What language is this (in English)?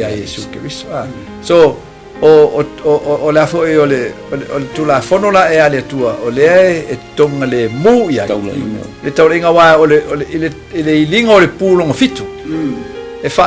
Samoan